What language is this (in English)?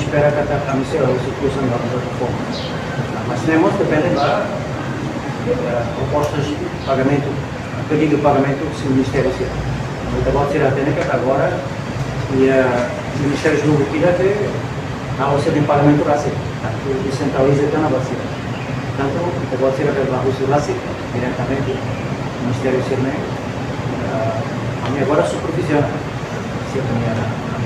Tetum